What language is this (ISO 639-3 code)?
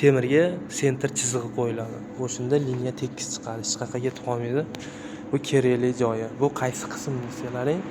uzb